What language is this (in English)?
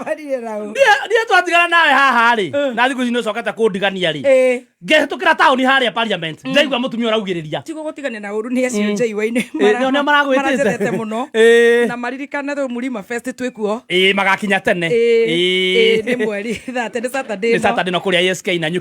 Kikuyu